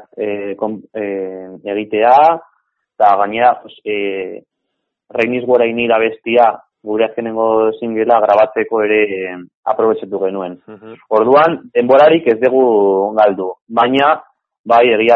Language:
Basque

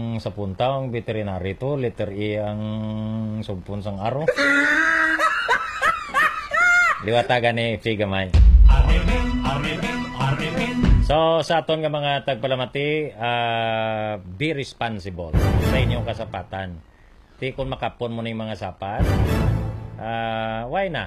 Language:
Hiligaynon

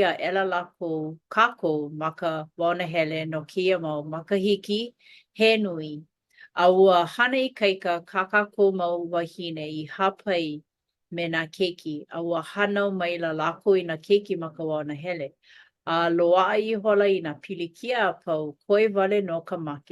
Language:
Hawaiian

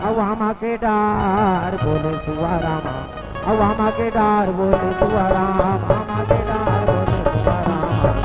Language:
Chhattisgarhi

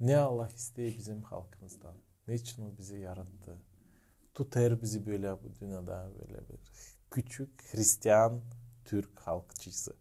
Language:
Gagauz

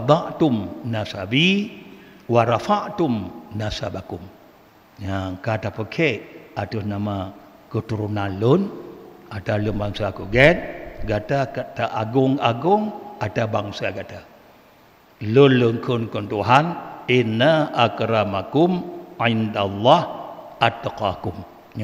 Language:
Achinese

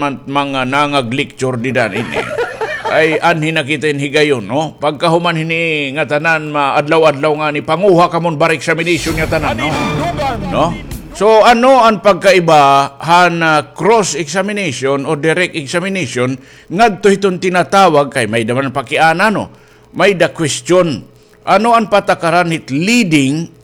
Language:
Waray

